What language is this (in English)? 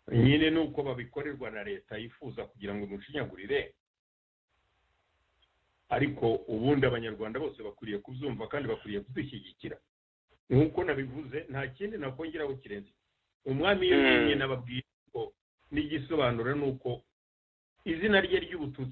Kinyarwanda